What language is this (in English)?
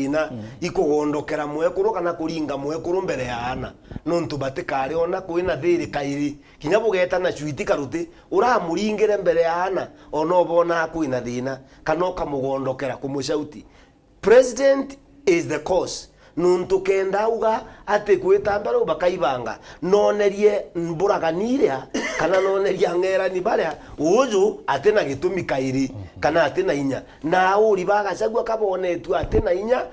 Meru